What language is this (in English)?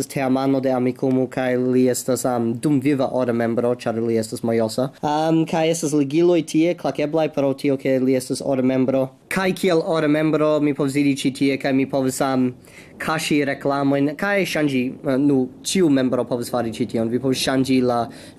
Esperanto